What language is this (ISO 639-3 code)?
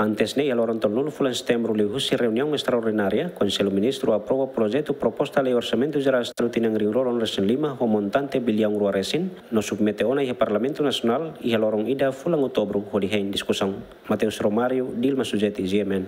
tet